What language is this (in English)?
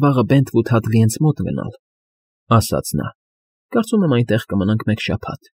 Armenian